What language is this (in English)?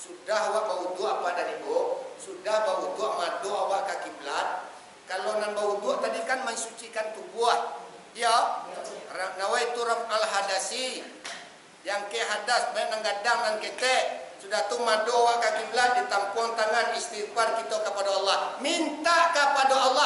Minangkabau